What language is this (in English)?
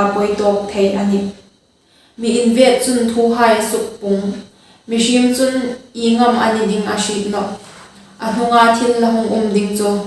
Hmar